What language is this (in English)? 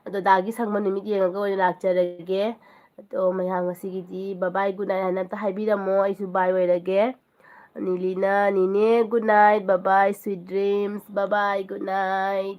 Manipuri